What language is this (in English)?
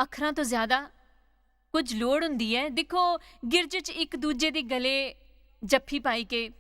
Dogri